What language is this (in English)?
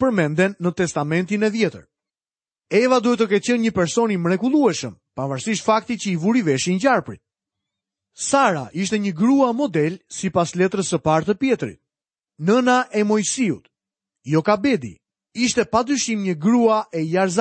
Albanian